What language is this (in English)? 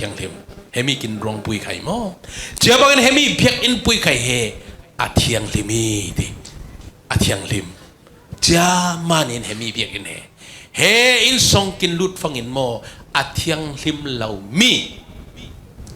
Falam Chin